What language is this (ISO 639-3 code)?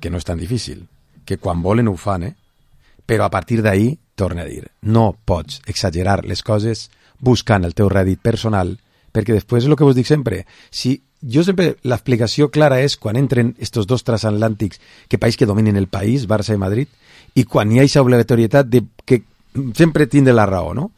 cat